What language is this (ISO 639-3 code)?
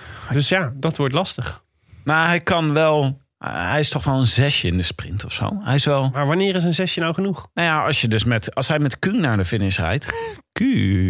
nld